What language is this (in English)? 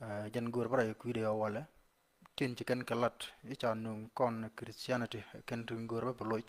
Nuer